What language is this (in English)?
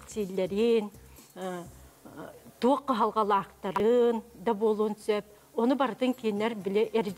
Yakut